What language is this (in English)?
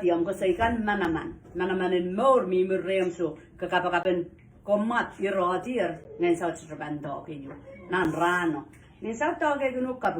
Pohnpeian